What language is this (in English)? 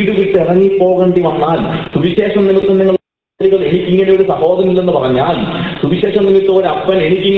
Malayalam